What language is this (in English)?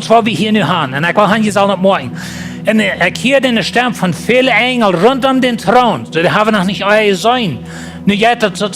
Plautdietsch